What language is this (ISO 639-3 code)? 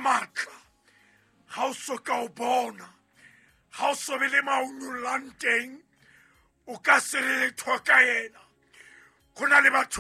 sot